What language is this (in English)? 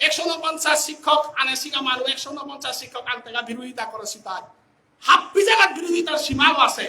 Bishnupriya